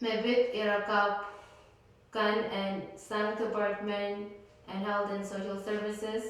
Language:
Pohnpeian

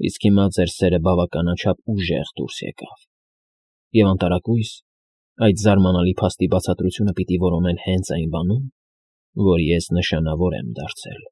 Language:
Armenian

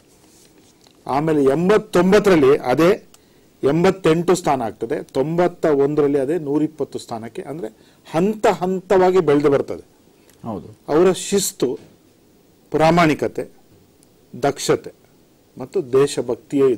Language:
Kannada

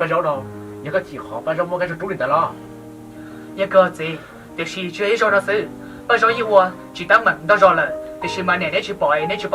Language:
Hmong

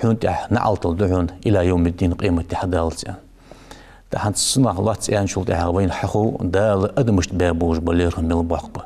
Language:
Ingush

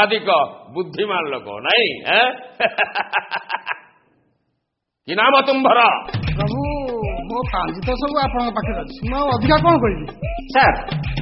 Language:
Odia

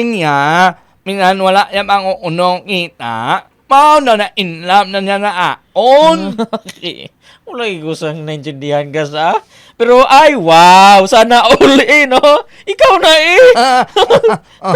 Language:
Hiligaynon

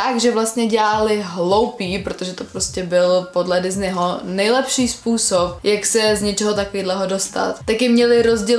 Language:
Czech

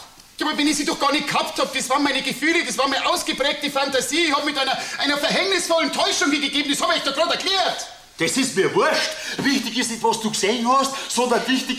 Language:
Bavarian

